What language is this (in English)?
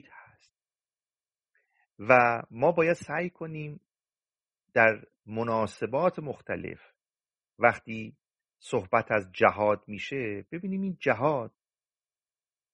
Persian